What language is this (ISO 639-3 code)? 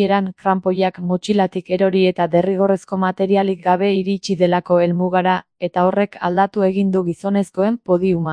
eus